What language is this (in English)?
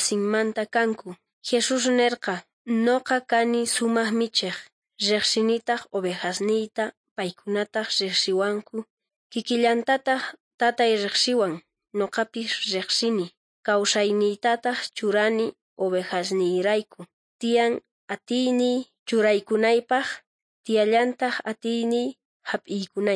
South Bolivian Quechua